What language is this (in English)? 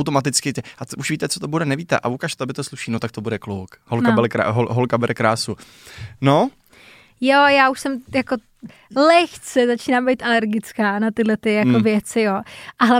Czech